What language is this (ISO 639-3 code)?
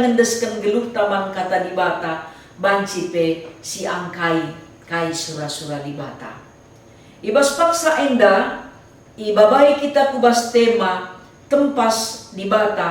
btx